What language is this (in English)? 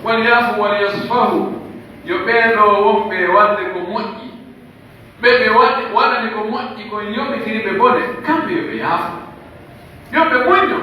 Pular